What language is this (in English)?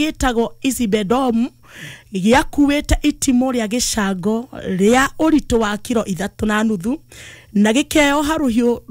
Kikuyu